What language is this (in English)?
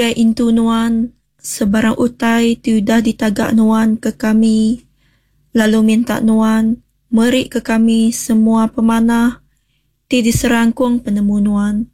Iban